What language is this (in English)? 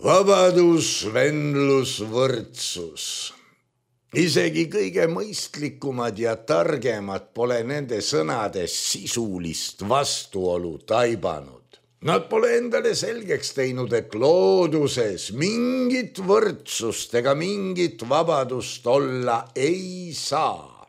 Estonian